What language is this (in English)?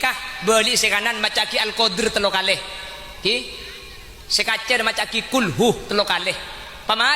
Madurese